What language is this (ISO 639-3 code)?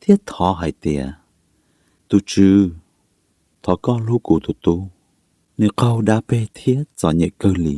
hmn